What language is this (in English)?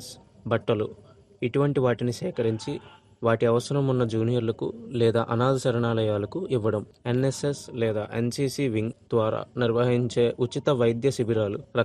Telugu